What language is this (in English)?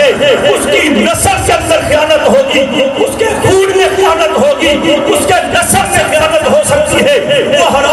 Urdu